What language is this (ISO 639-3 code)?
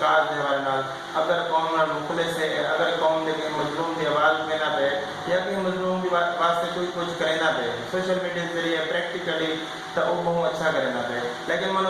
skr